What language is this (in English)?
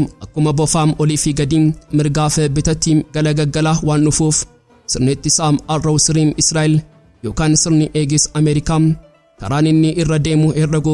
Oromo